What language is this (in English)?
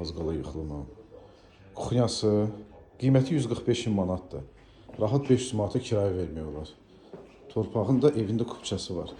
Azerbaijani